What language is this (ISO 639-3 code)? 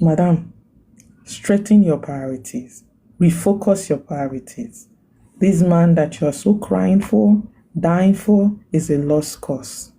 pcm